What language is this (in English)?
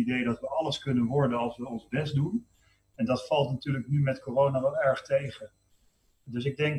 Dutch